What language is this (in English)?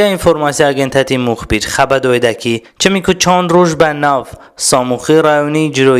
Talysh